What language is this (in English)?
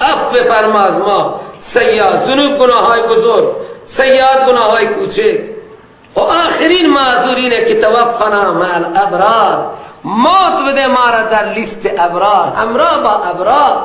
Persian